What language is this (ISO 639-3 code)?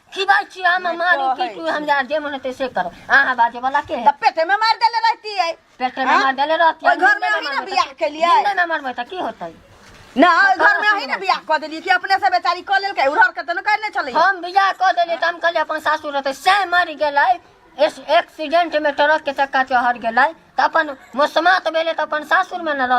mai